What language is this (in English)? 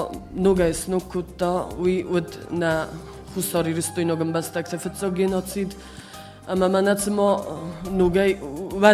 Ossetic